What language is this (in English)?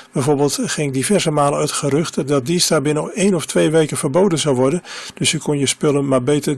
Dutch